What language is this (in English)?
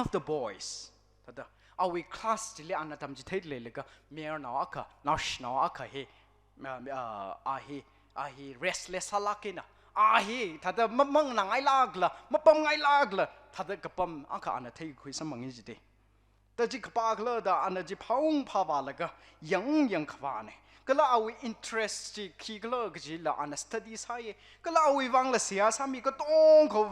Tangkhul Naga (India)